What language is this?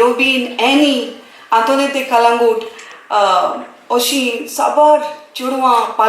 Konkani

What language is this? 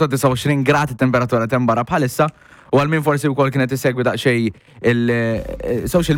Maltese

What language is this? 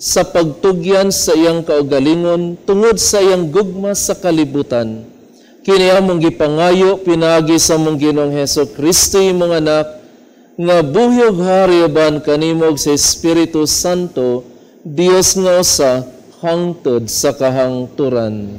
Cebuano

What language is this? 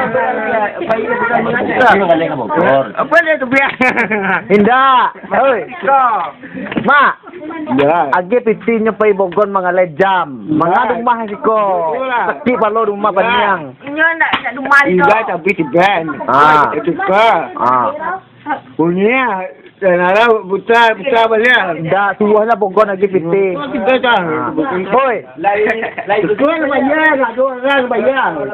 Minangkabau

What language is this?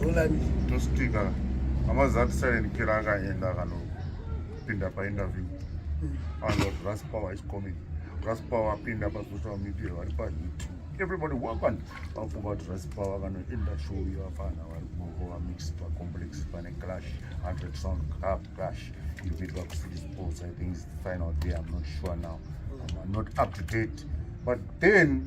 Shona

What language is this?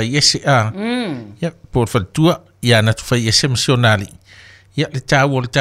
Samoan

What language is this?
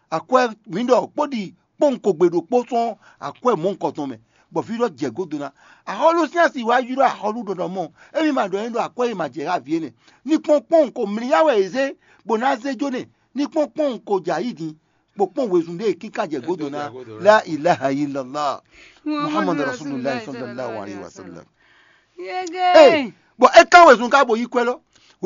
Fon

